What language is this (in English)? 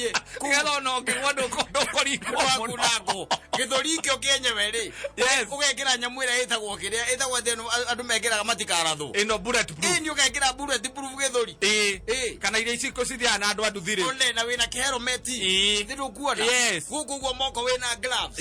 Kikuyu